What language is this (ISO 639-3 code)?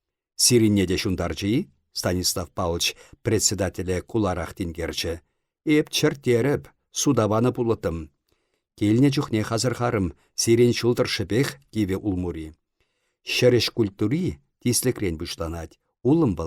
chv